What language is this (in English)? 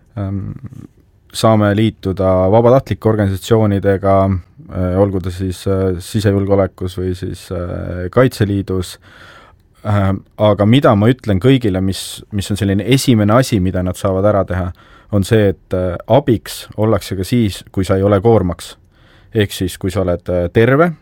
Estonian